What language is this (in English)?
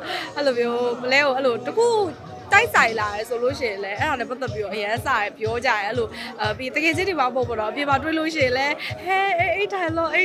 Burmese